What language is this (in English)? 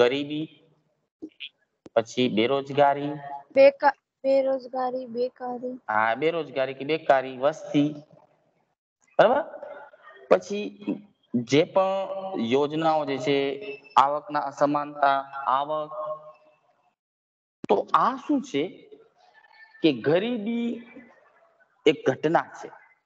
Gujarati